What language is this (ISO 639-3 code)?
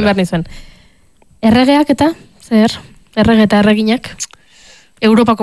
eus